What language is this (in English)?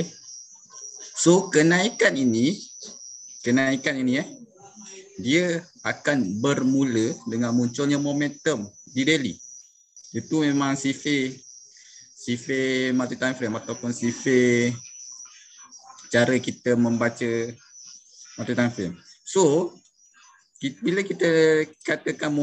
Malay